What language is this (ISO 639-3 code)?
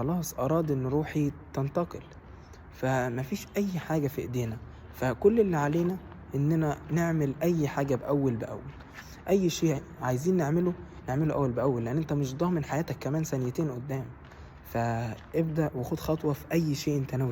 arz